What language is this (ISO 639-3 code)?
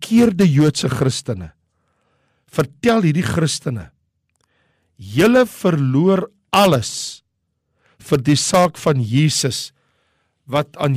afr